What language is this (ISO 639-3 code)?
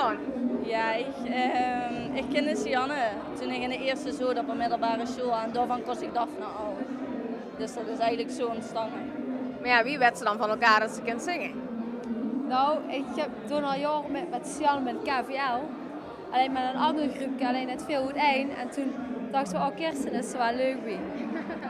lim